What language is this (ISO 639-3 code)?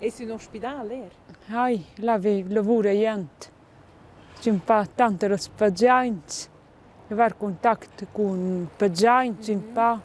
roh